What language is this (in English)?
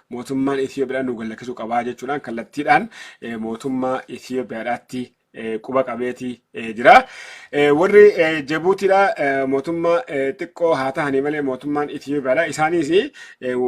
Oromo